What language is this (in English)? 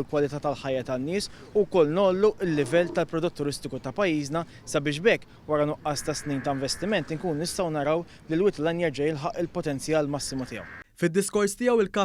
Maltese